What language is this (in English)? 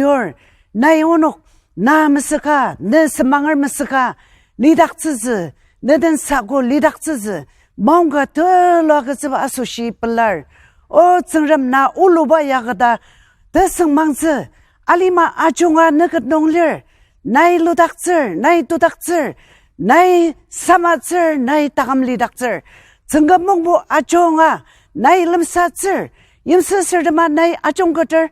Ao Naga